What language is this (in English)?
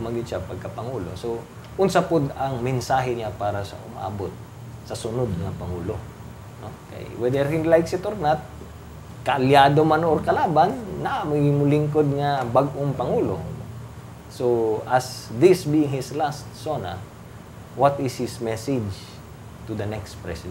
Cebuano